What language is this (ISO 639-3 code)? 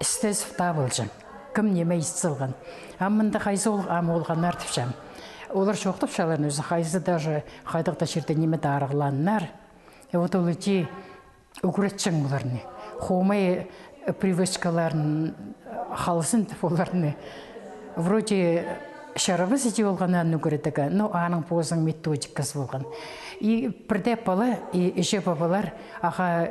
kjh